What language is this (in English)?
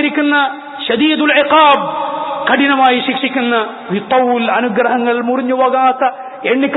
Malayalam